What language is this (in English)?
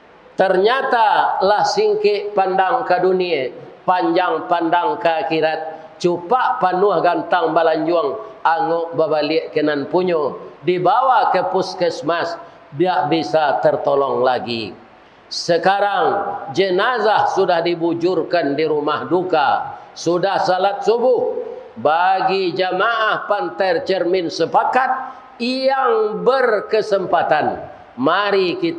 Minangkabau